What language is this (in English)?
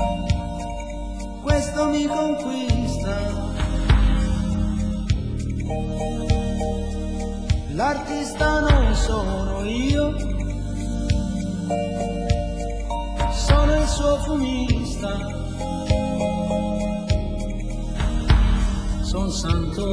Italian